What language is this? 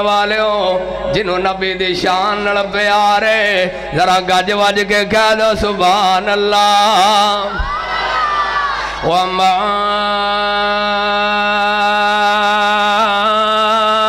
Western Panjabi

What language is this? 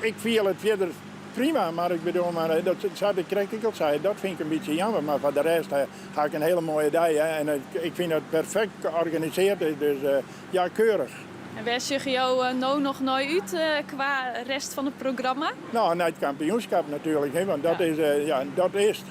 Western Frisian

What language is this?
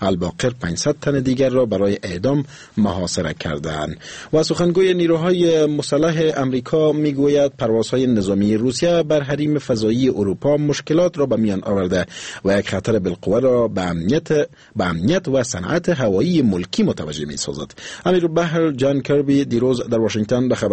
Persian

